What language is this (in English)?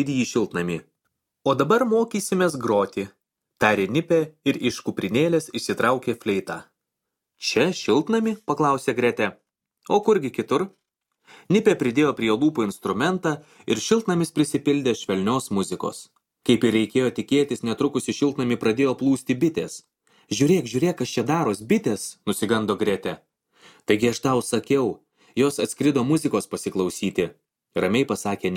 Lithuanian